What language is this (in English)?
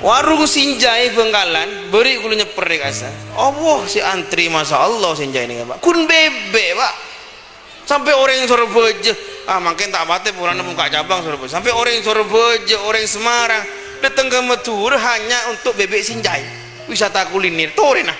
Madurese